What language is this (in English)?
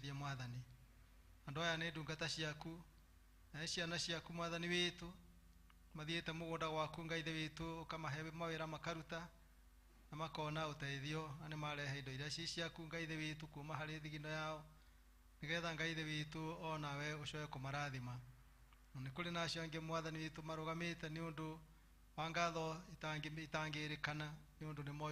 Kikuyu